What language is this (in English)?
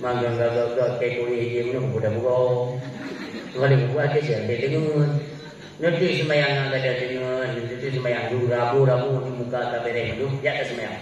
Achinese